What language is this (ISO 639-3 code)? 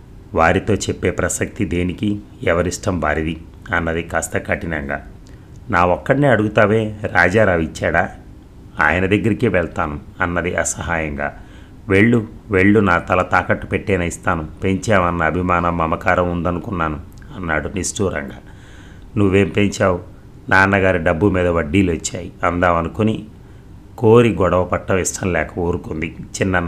tel